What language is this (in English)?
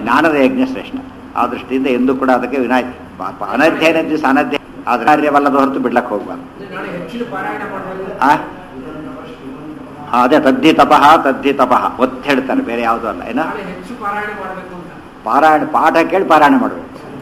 Kannada